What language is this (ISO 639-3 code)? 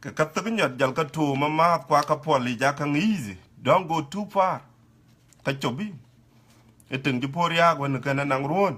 din